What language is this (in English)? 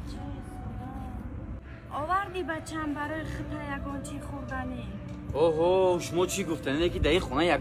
Tajik